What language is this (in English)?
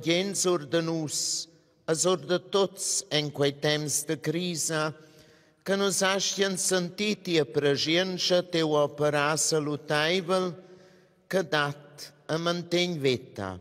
Romansh